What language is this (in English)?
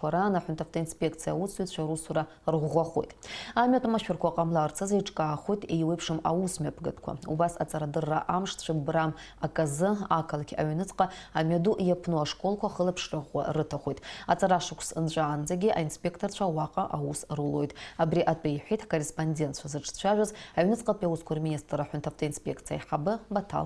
Abkhazian